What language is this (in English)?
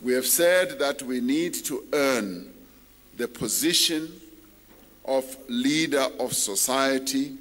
English